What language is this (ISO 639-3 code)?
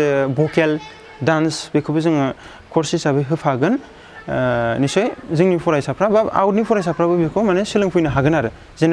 brx